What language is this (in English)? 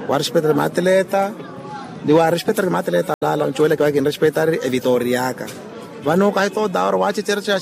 Makhuwa